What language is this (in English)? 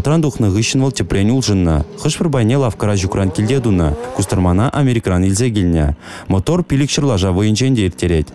Chuvash